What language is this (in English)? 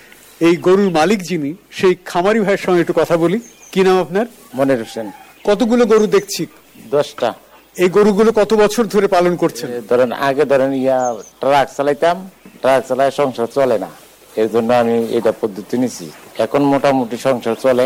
Bangla